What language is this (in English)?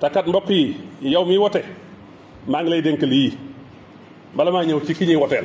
Wolof